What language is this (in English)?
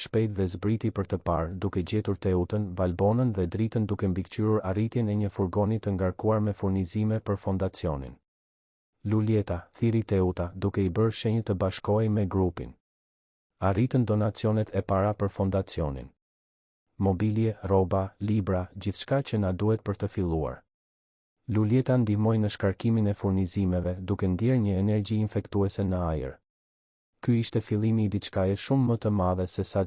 Albanian